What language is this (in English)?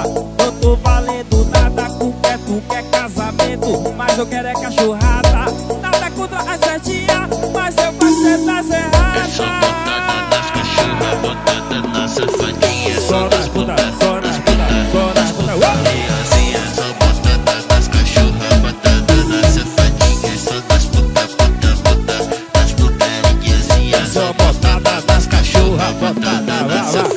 Portuguese